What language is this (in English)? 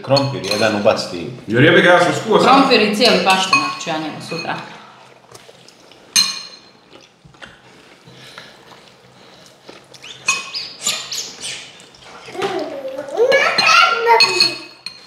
Croatian